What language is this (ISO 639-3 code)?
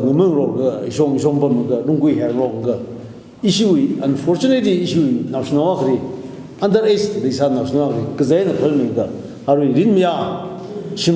nmf